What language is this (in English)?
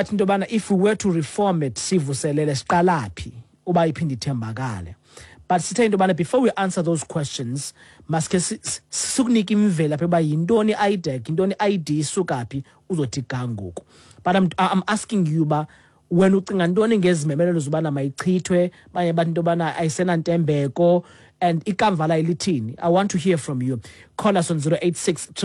Xhosa